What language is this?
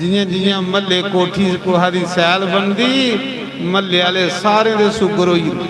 Dogri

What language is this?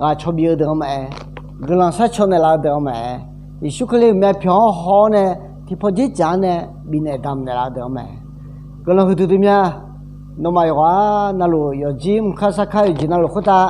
Akha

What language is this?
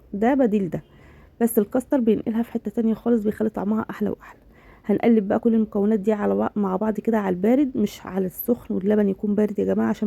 Egyptian Arabic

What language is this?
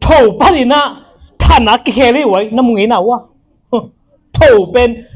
Tedim Chin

